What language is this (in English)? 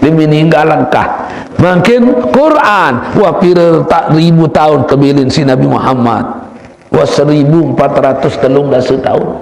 Sasak